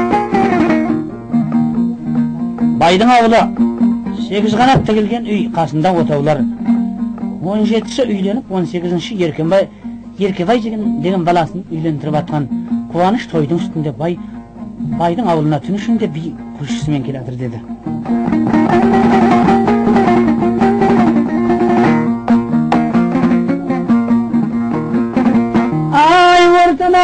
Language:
Kazakh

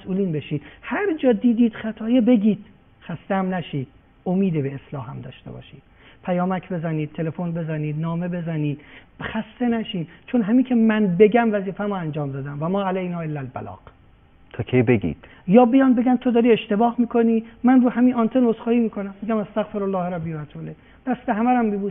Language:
Persian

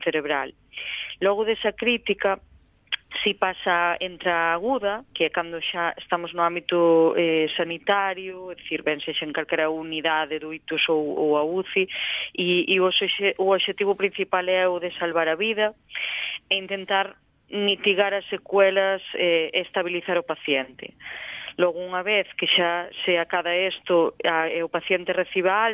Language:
Galician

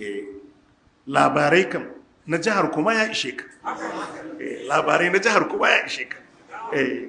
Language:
Hausa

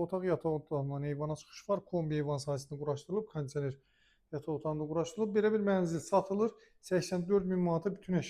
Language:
Azerbaijani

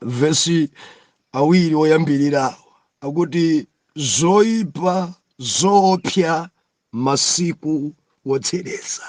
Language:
Nyanja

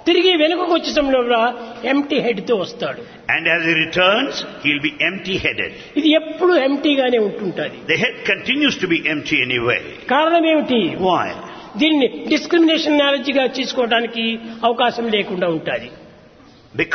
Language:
Telugu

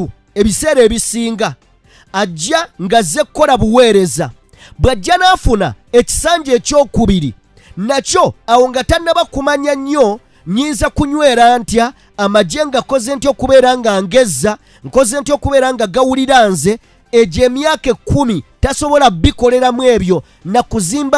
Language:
Ganda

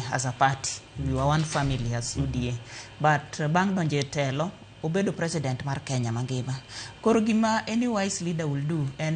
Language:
Luo (Kenya and Tanzania)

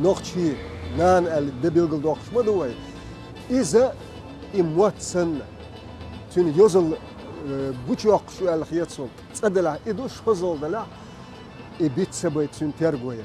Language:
Chechen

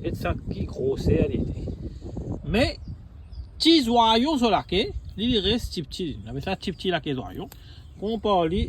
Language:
Morisyen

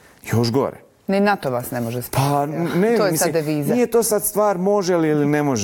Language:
Bosnian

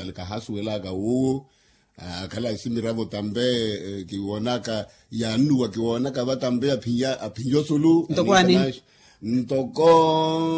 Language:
Makhuwa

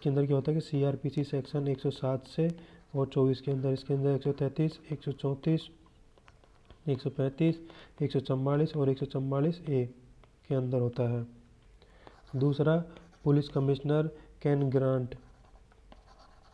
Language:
Hindi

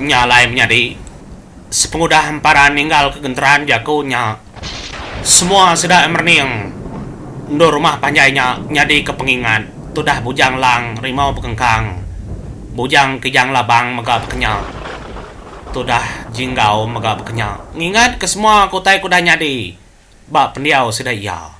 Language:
Iban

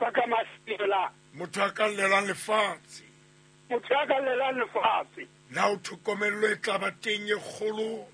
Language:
Southern Sotho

